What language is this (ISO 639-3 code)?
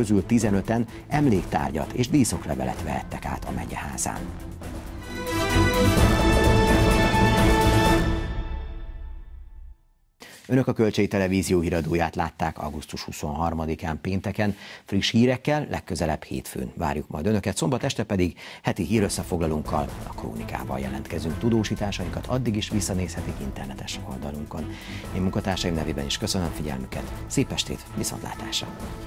hun